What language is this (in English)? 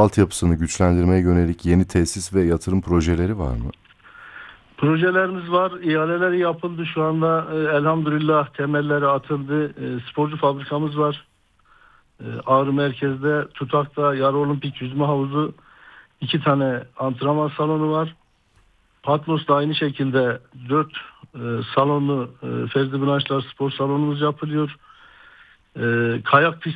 Turkish